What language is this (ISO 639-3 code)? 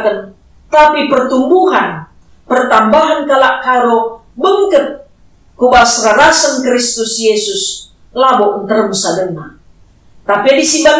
btx